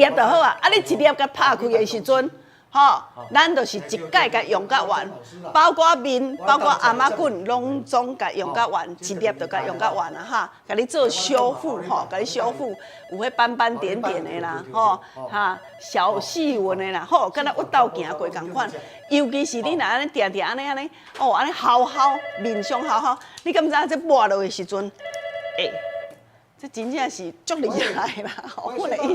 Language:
Min Nan Chinese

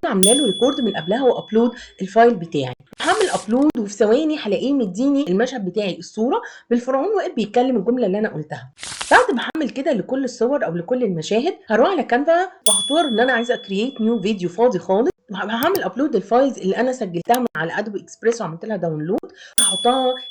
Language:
Egyptian Arabic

